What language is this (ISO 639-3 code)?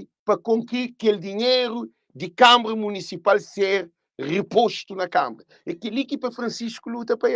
kea